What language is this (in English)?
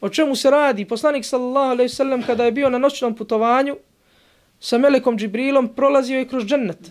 Bosnian